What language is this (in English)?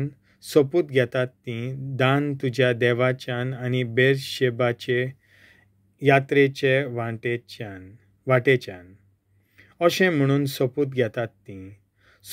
Konkani